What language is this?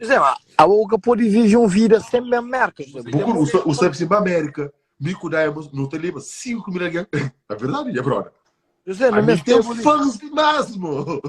Kabuverdianu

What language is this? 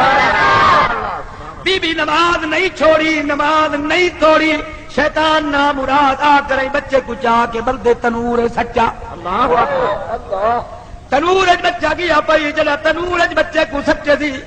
Saraiki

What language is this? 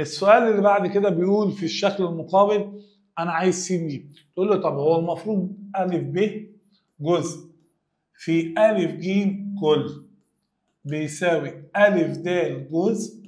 Egyptian Arabic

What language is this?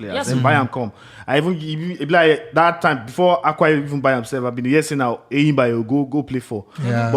Nigerian Pidgin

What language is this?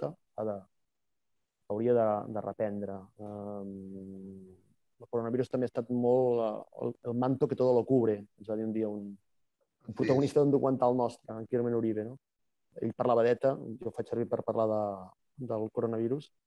Catalan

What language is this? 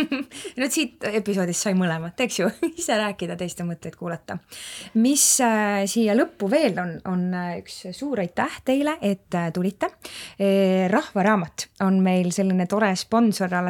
Estonian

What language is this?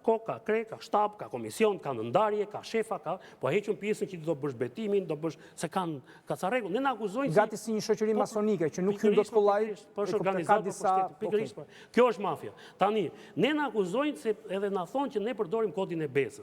Albanian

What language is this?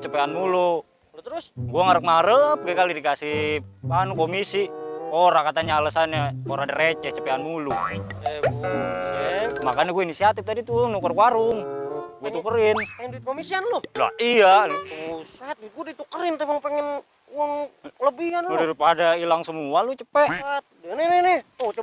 Betawi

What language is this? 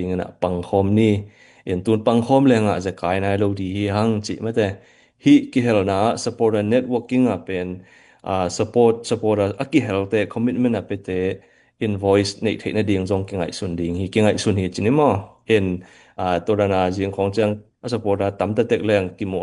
Tedim Chin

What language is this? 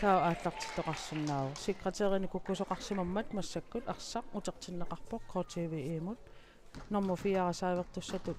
Kalaallisut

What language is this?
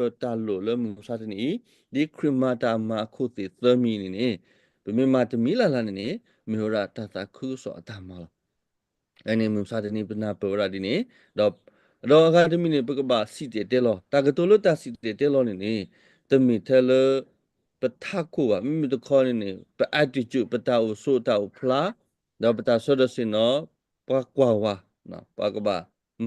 S'gaw Karen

